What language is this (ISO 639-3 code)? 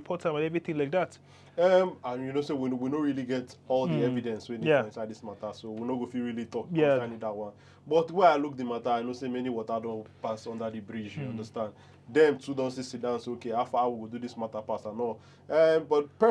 pcm